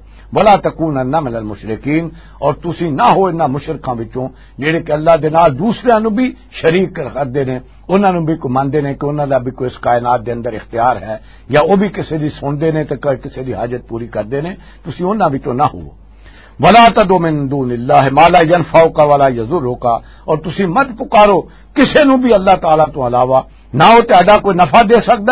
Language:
Western Panjabi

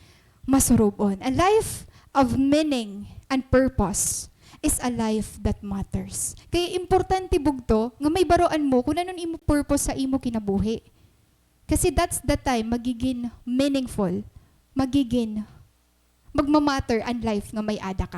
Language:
Waray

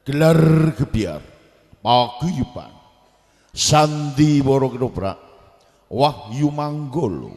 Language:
Javanese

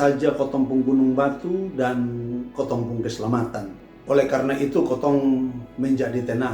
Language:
Kupang Malay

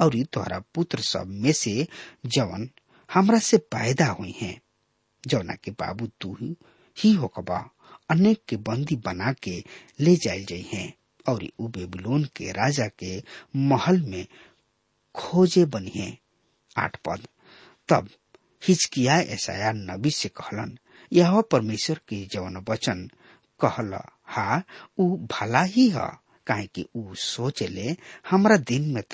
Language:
Bhojpuri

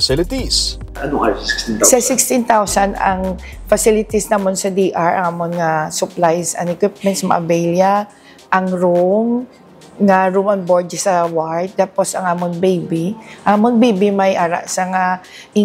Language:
Hiligaynon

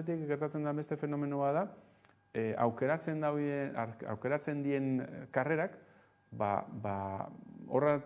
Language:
Basque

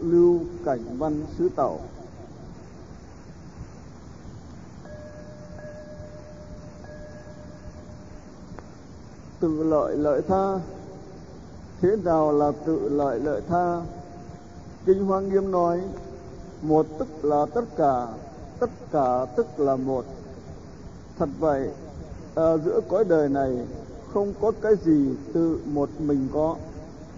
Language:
Vietnamese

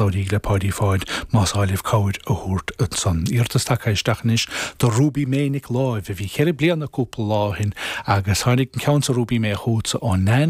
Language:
Irish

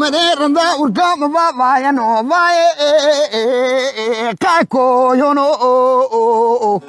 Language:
Zaza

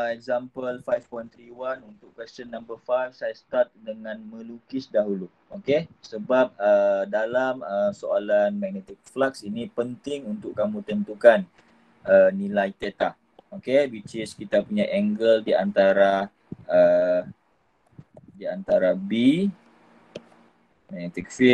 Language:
Malay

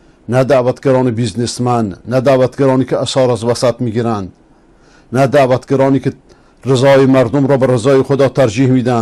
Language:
Persian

